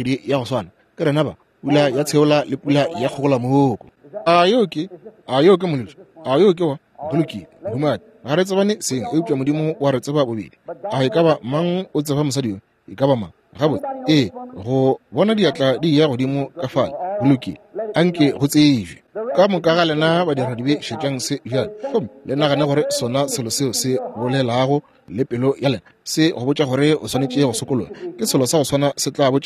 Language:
Northern Sotho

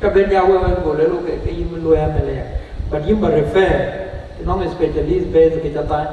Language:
Dinka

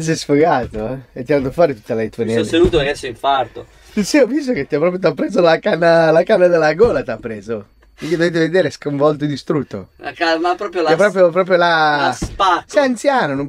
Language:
Italian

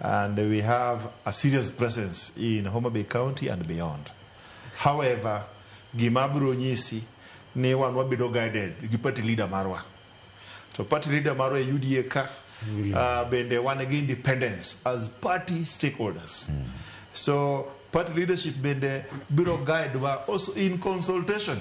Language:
Luo (Kenya and Tanzania)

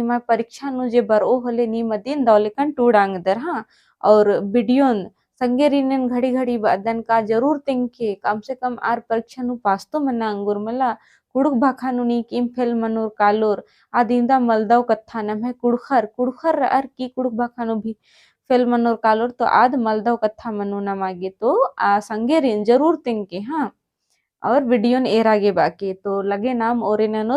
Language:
Kurukh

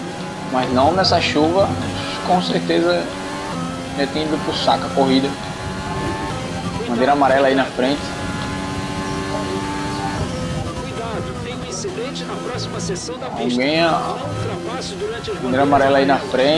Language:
Portuguese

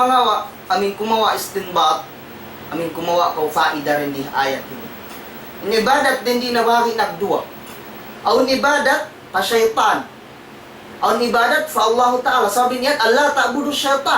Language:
Tausug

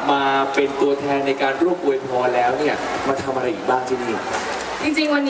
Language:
Thai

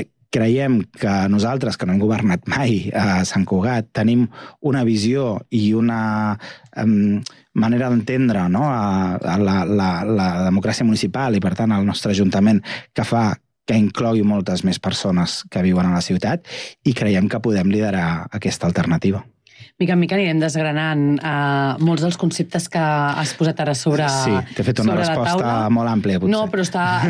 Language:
Catalan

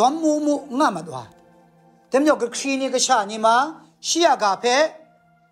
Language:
Kachin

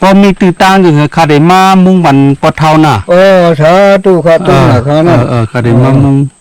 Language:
Shan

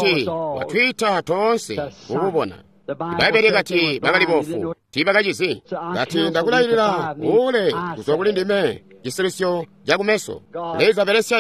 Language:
Tonga (Zambia)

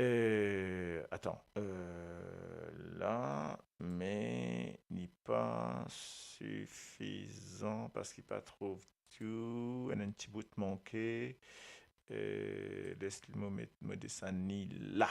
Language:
Morisyen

